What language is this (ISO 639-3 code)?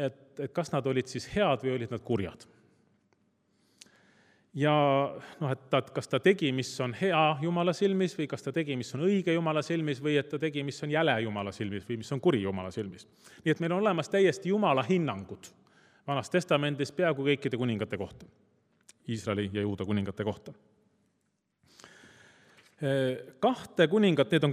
est